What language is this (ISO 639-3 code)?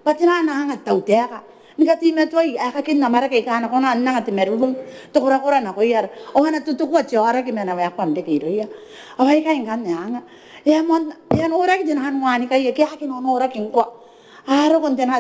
gil